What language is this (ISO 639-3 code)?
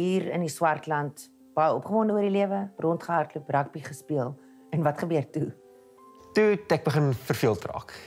afr